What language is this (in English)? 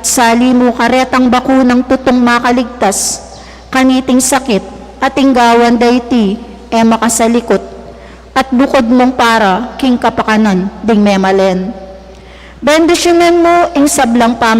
Pampanga